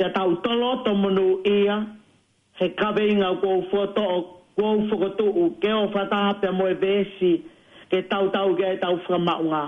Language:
Tongan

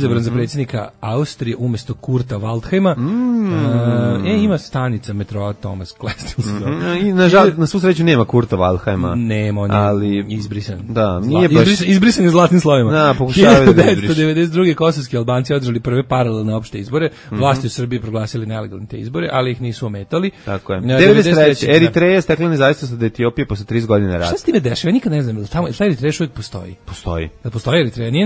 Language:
Serbian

